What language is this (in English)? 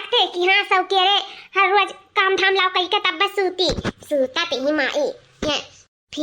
Awadhi